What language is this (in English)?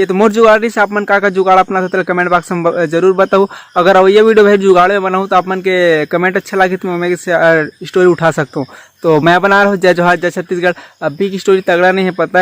Chhattisgarhi